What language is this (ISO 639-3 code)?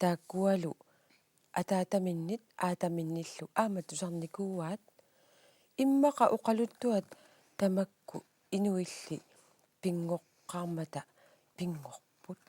kal